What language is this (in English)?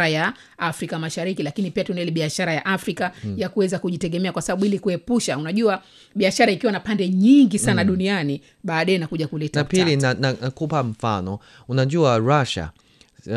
Swahili